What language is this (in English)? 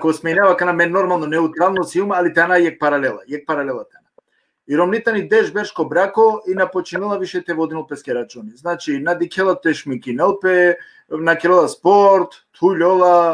Balkan Romani